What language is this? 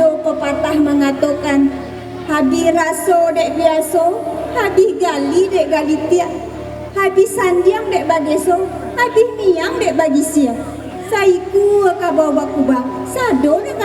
Minangkabau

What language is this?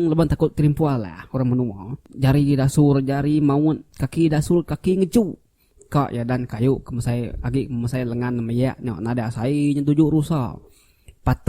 Iban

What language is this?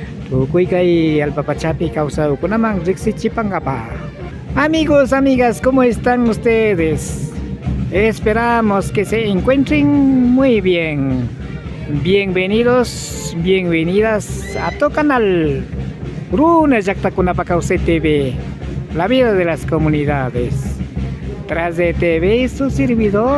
Imbabura Highland Quichua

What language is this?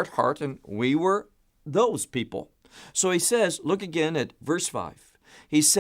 English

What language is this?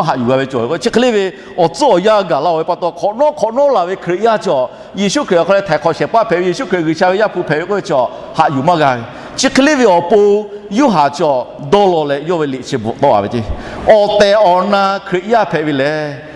Lahu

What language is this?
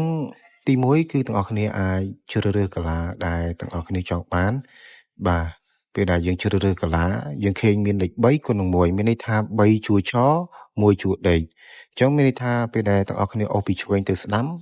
Khmer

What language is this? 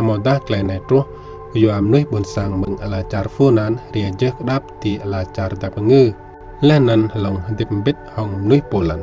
Rade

